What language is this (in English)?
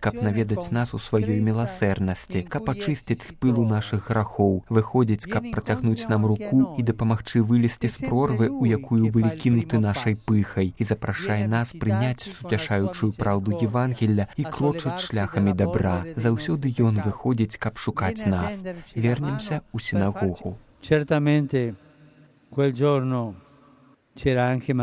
Belarusian